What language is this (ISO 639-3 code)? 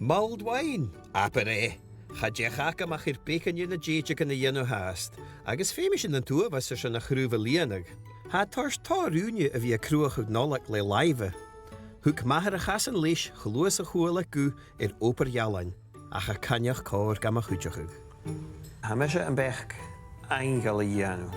gla